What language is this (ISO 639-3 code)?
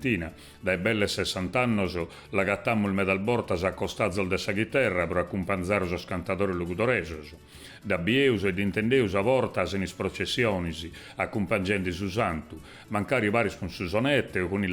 srd